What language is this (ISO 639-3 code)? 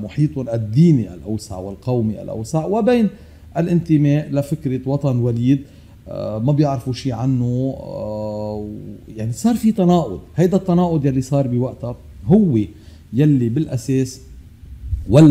apc